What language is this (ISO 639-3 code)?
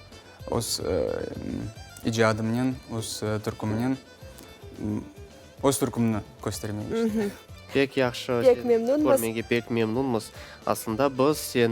crh